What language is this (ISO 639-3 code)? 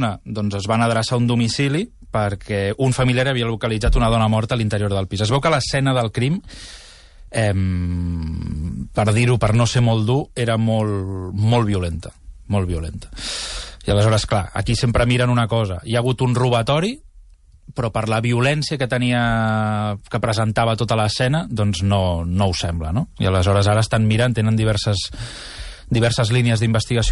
cat